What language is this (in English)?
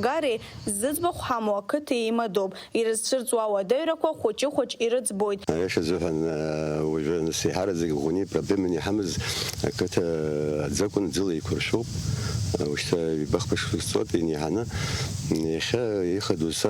Abkhazian